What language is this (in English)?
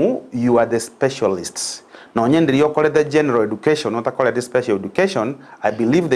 Gusii